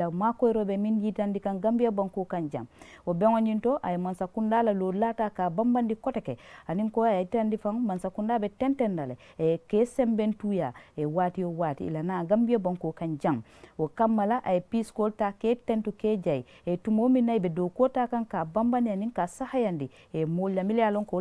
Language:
Mandingo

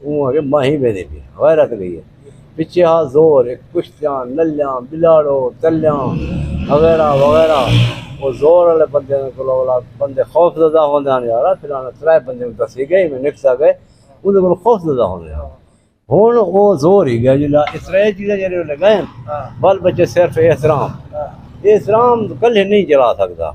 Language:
Saraiki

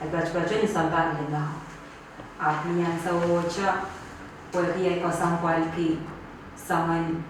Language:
Pohnpeian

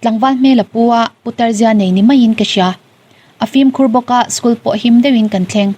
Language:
Mizo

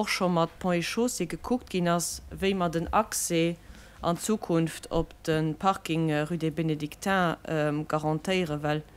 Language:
Luxembourgish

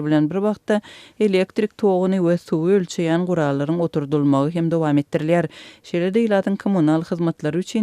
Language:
Turkmen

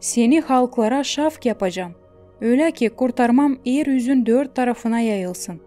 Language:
Gagauz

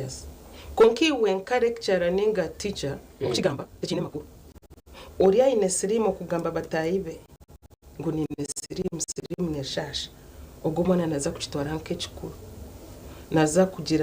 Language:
Nyankole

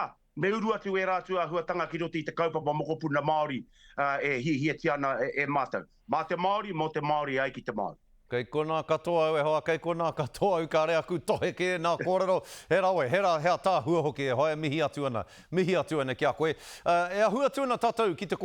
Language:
Māori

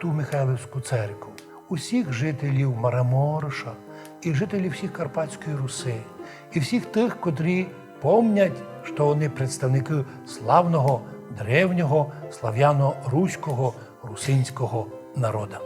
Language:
Rusyn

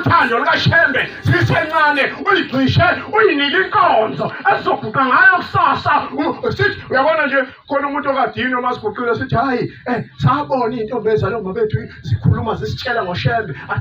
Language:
Zulu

